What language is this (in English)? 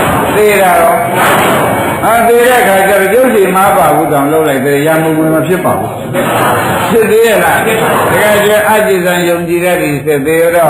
Burmese